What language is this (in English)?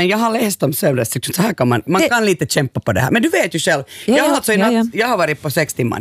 Swedish